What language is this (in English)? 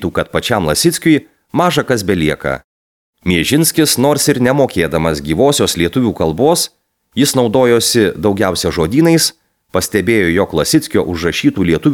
Lithuanian